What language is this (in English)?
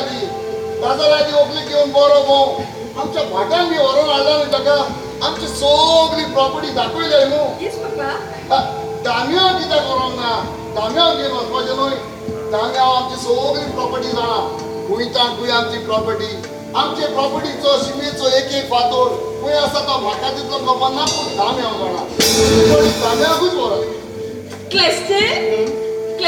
Konkani